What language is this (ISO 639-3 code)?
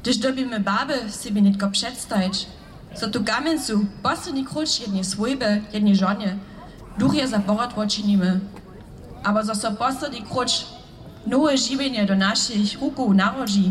hsb